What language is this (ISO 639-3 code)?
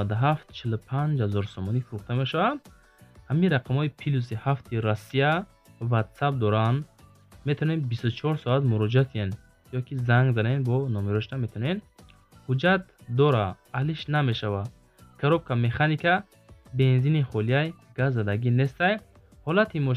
tgk